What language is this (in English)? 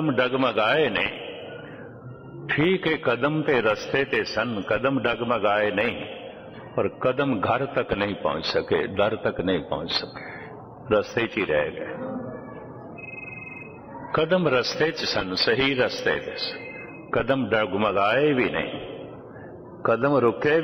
Punjabi